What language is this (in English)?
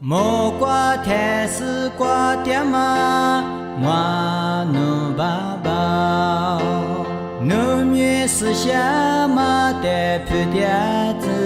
Lisu